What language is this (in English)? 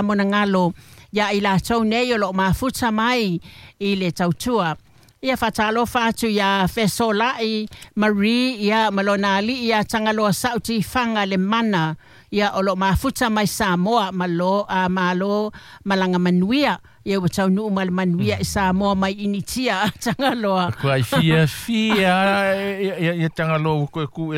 Samoan